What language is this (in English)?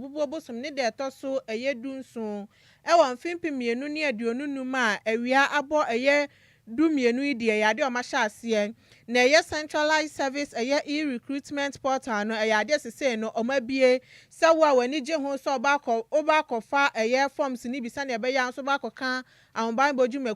Akan